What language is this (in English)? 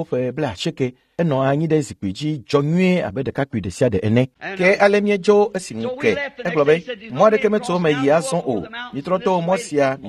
Ewe